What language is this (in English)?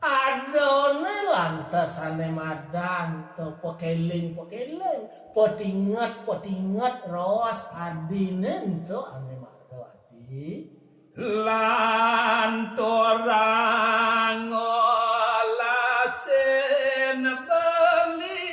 Balinese